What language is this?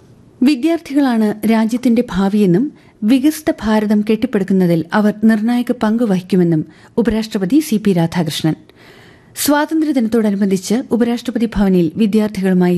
Malayalam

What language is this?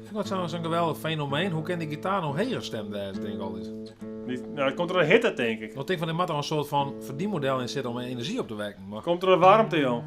Western Frisian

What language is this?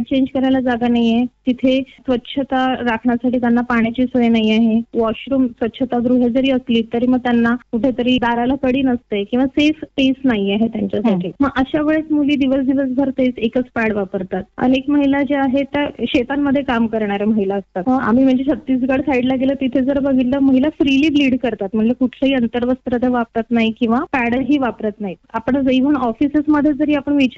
Marathi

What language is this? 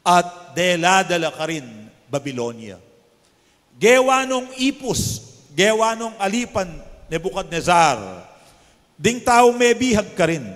Pampanga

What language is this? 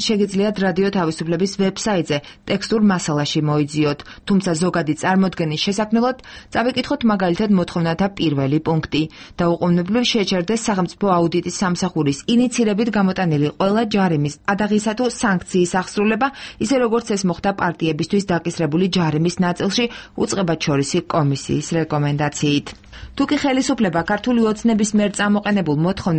Georgian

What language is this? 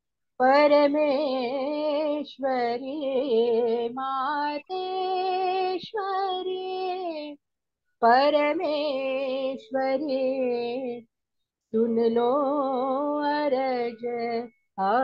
Marathi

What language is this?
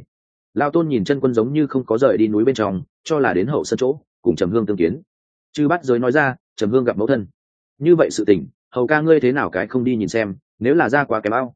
Vietnamese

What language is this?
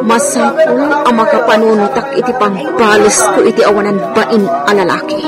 Iloko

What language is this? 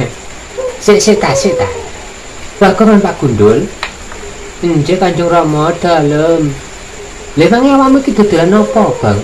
Javanese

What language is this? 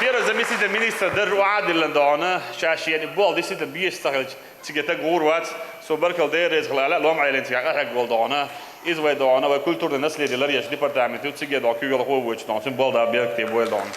Chechen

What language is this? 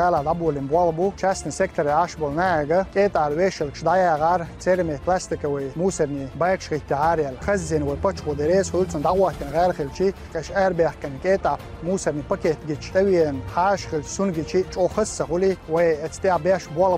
Chechen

